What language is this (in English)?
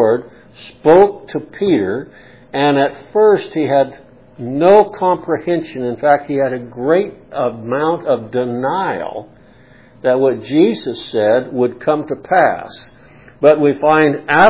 English